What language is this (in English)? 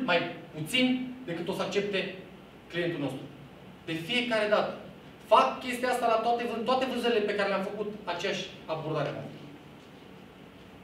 Romanian